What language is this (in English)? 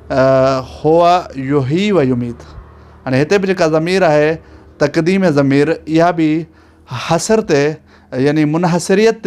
Sindhi